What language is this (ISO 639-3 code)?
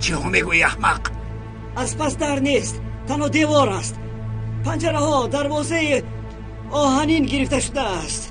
tgk